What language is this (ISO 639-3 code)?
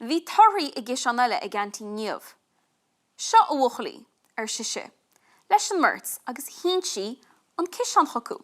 gle